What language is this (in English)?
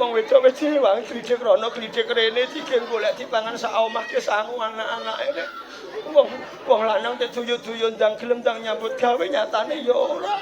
Javanese